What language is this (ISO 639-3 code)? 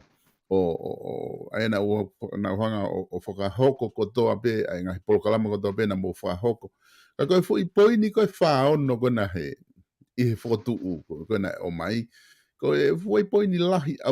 ton